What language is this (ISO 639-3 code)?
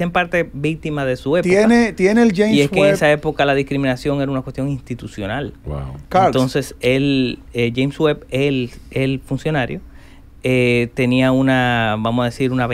spa